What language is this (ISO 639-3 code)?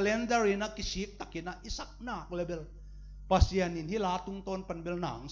ctd